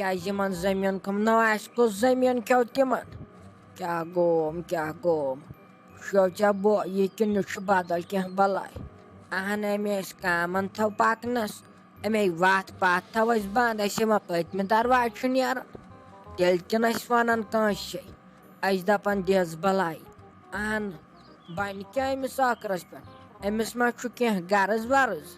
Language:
Kashmiri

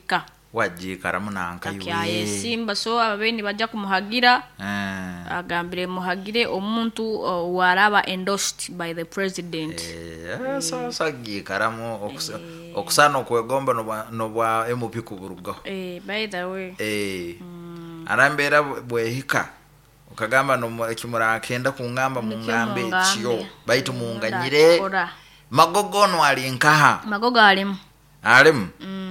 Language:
Nyoro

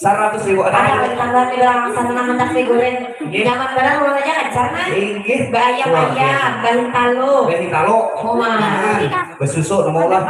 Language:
Banjar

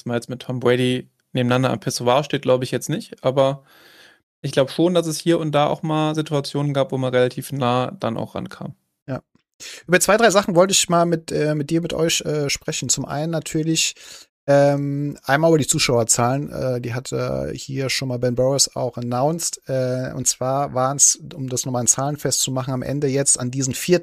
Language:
German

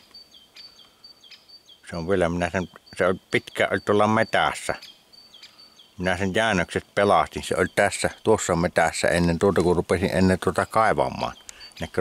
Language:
Finnish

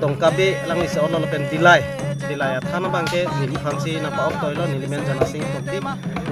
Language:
Karbi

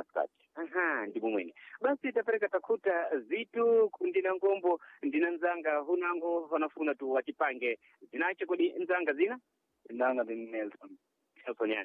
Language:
Sena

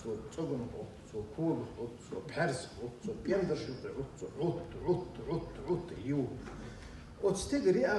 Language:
Chechen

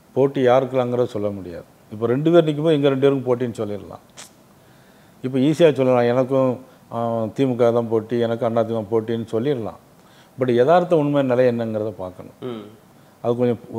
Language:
Tamil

